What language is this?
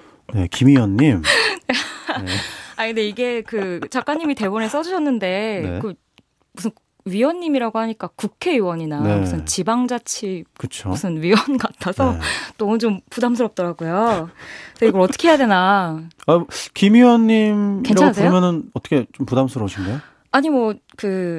Korean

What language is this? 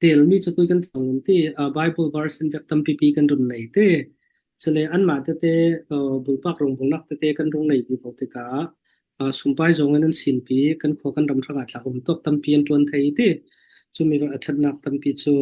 Falam Chin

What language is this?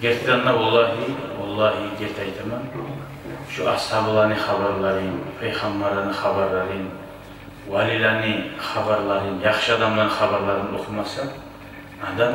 Kumyk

